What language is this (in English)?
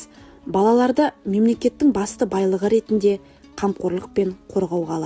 Kazakh